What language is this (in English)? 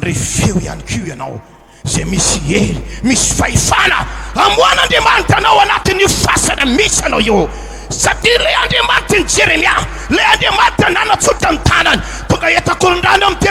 Malagasy